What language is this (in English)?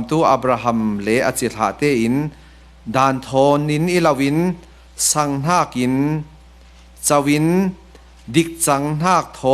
Falam Chin